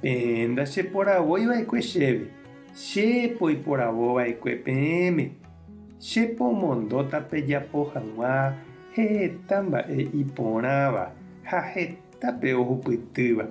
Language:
Guarani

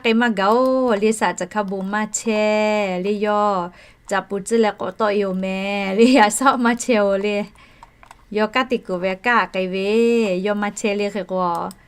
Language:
Lahu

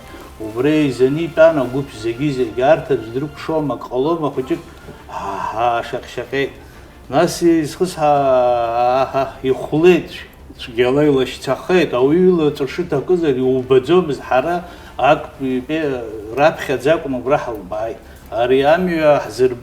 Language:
Abkhazian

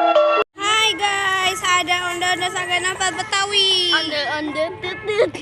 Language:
Betawi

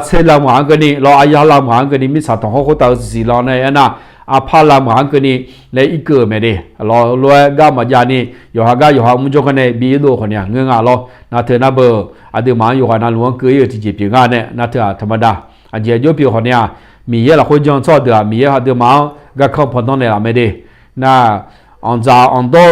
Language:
Akha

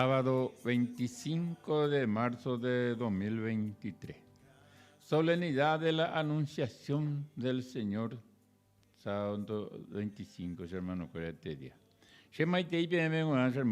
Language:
Guarani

